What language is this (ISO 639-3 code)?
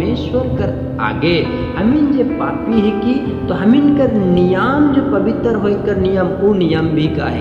sck